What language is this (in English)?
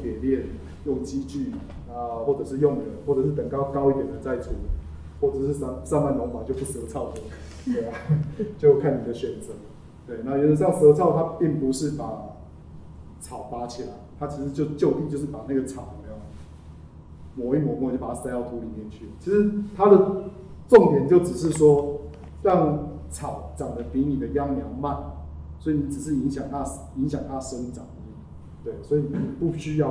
Chinese